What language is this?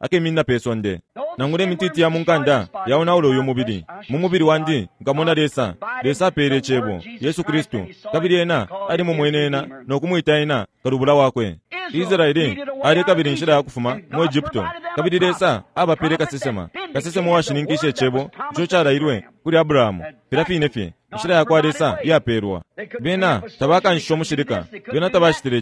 Bemba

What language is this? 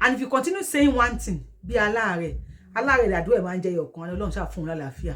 Yoruba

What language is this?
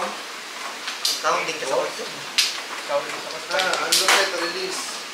Filipino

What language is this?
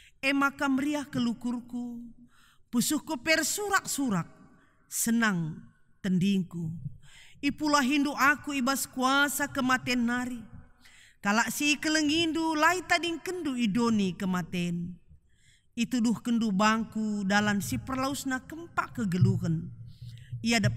Batak Karo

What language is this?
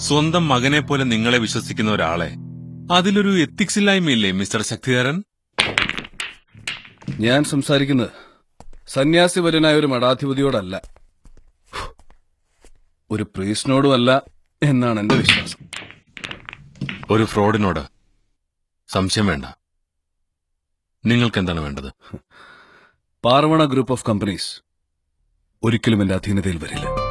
Malayalam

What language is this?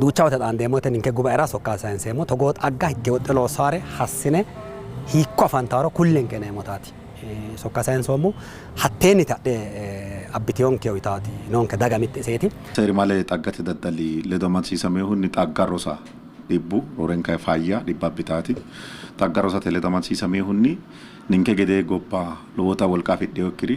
Sidamo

